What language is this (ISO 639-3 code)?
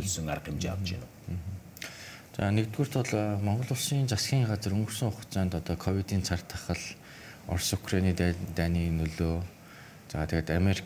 mon